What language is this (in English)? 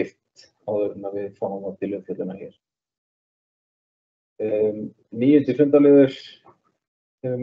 Icelandic